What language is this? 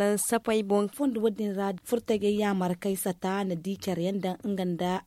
Zarma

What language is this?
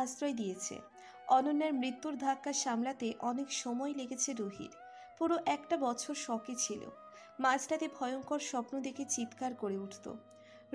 Bangla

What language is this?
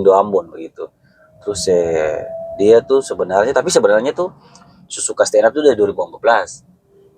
Ambonese Malay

